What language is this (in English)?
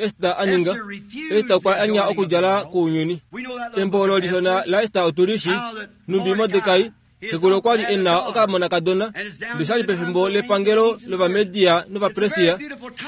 Kuanyama